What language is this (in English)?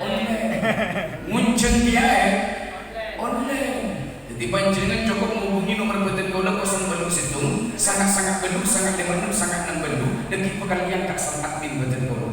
Madurese